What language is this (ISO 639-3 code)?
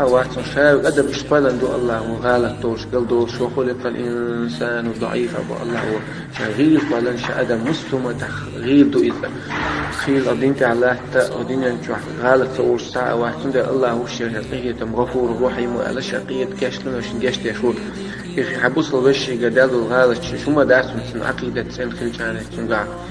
che